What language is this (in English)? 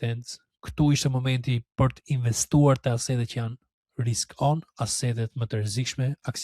Albanian